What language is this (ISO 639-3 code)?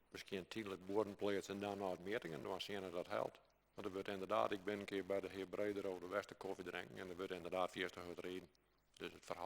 fry